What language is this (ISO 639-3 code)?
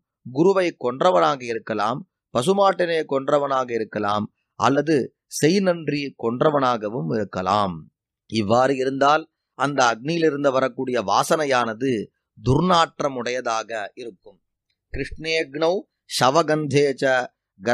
tam